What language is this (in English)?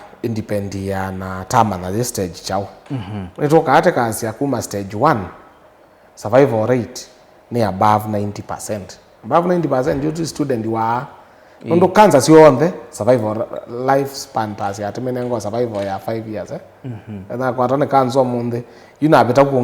Kamba